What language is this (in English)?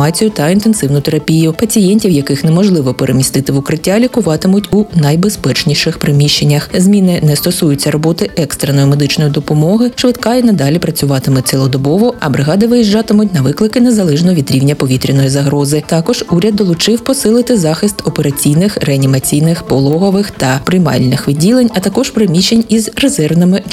Ukrainian